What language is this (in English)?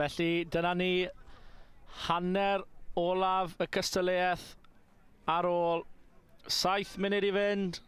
Welsh